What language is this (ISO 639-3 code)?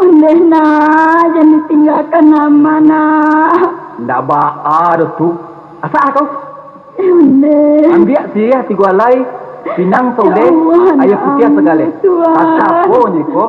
min